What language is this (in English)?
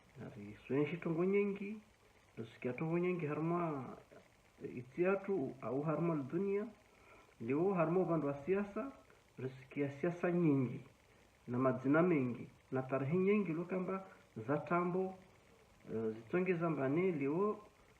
Ngazidja Comorian